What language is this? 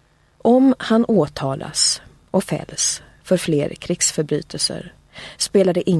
Swedish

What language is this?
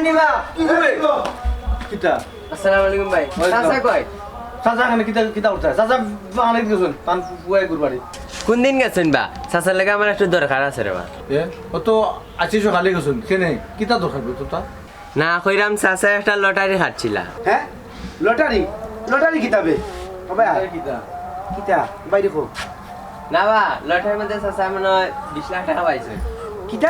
Sylheti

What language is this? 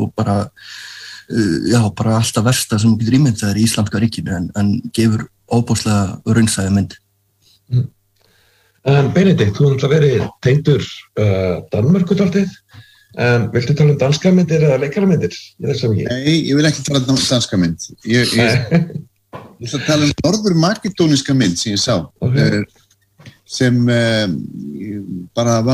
Icelandic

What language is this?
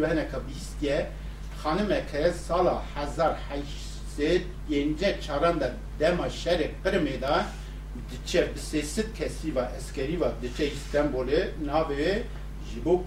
Kurdish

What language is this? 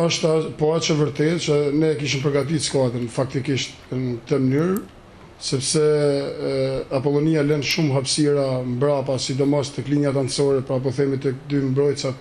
Albanian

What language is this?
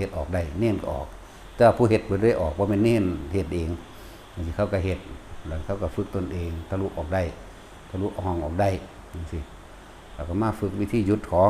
Northeastern Thai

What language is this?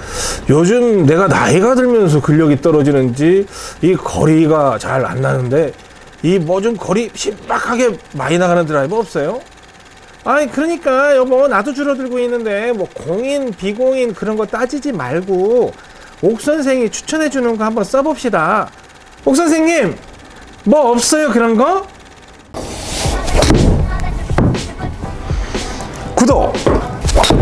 Korean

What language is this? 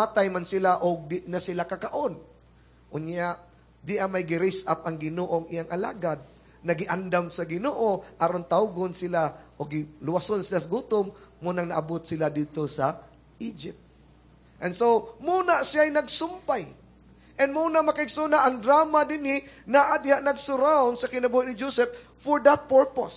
Cebuano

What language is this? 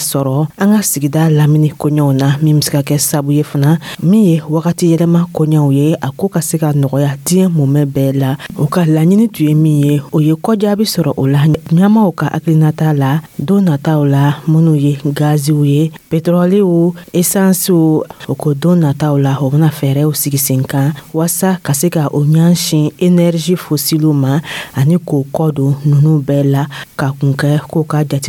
Dyula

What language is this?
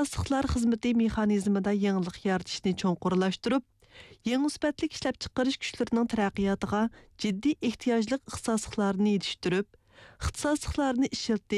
Uyghur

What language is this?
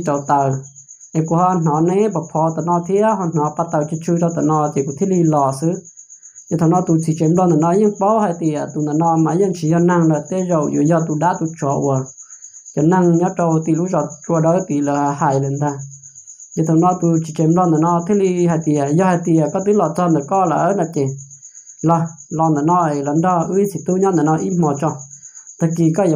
Hmong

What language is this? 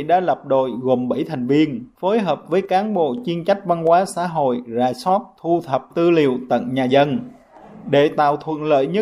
Vietnamese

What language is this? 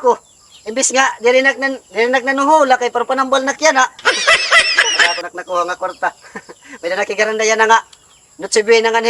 Waray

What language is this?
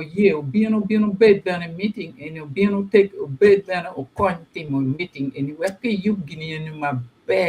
Acoli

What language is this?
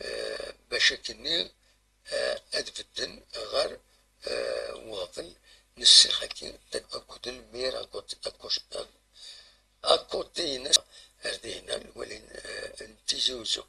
Kabyle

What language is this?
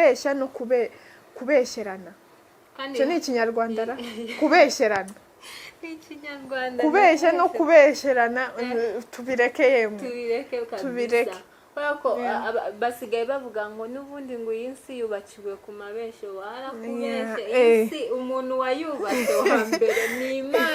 Kinyarwanda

